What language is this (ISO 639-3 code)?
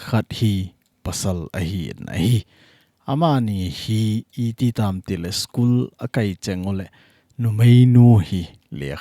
tcz